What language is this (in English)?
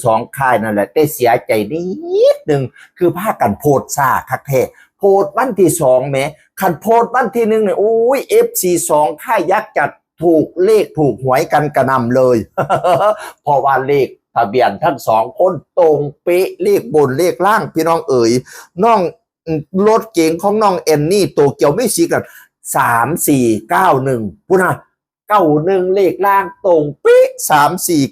Northeastern Thai